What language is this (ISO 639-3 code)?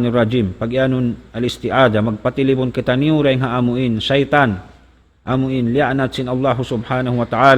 tsg